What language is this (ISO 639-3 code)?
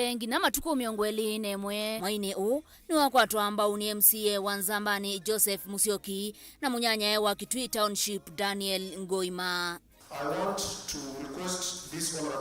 kam